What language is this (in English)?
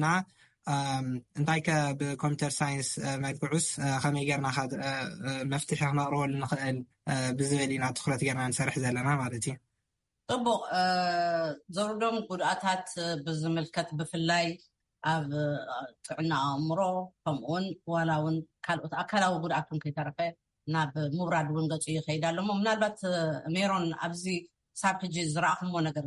Tigrinya